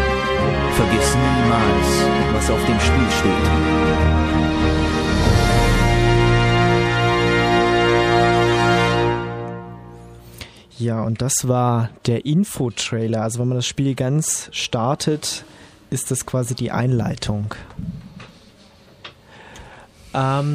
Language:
German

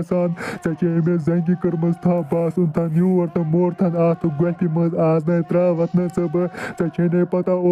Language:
Kashmiri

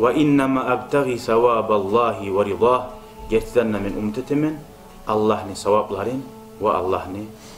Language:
Kumyk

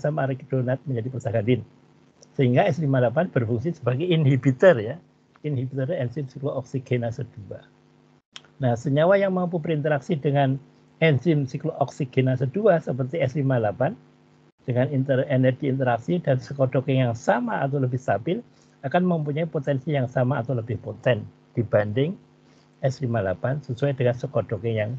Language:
Indonesian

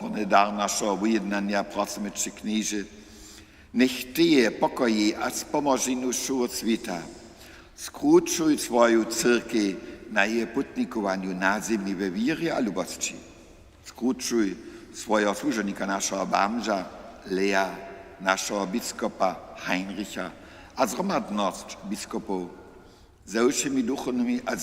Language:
Upper Sorbian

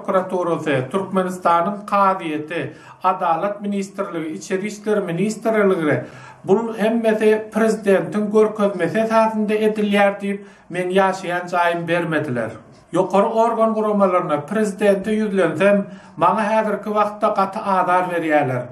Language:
Turkmen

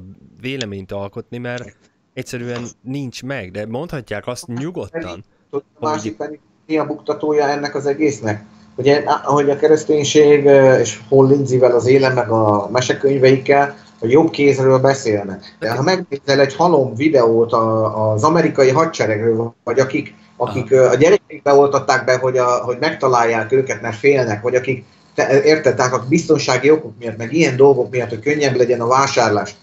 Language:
Hungarian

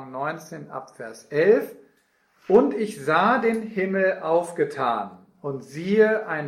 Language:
German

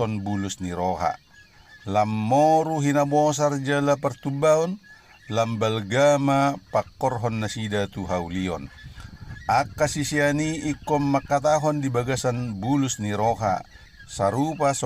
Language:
Batak Toba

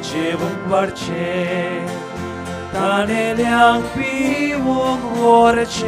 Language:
Konkani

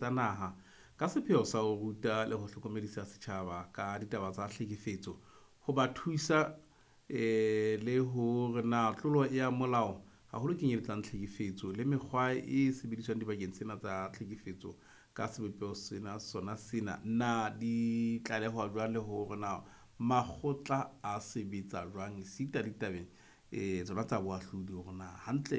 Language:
Southern Sotho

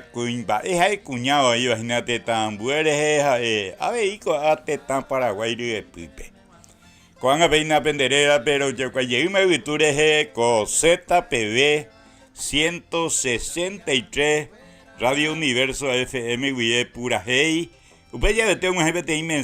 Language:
Guarani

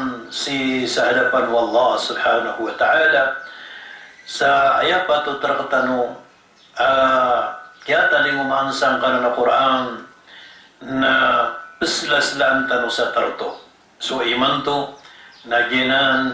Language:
Maranao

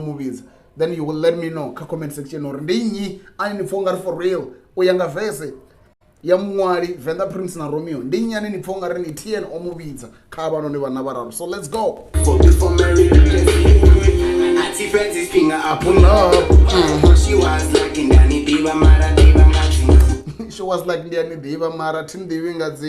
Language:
Venda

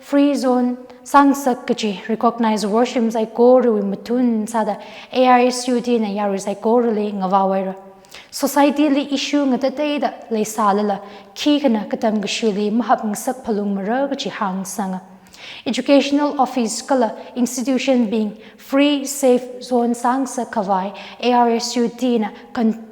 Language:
Tangkhul Naga (India)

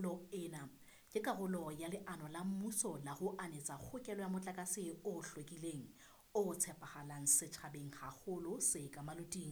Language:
Southern Sotho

